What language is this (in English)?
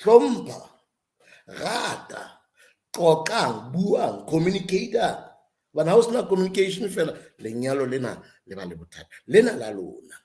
Southern Sotho